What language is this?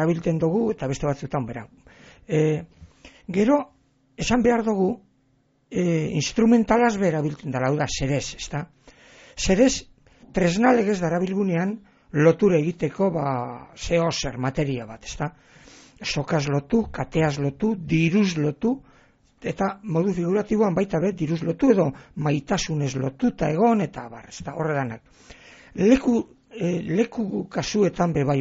Basque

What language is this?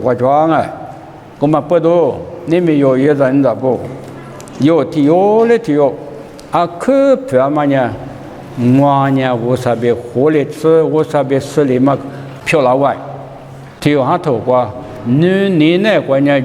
Lisu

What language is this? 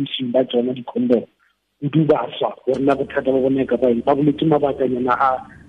Tswana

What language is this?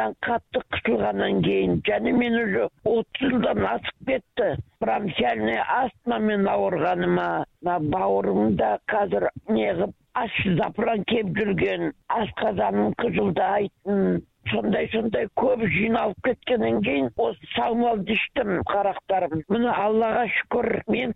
Kazakh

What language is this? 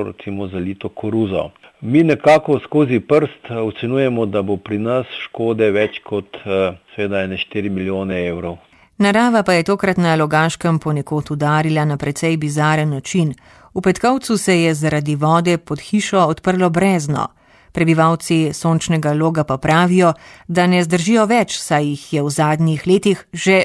Slovenian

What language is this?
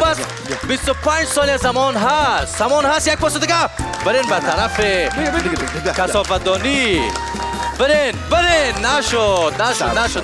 Persian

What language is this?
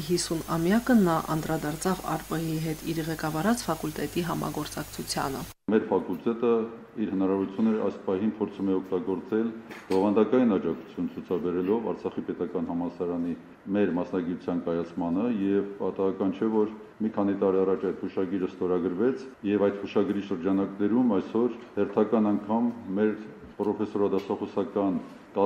Armenian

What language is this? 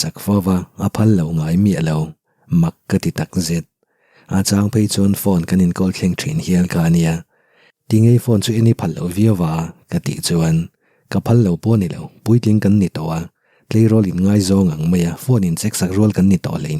Mizo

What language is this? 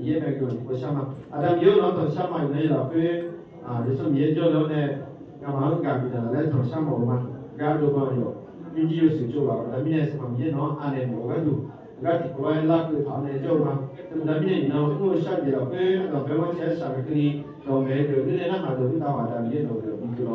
Akha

